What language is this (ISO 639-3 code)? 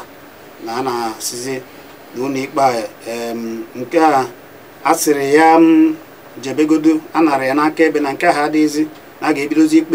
ibo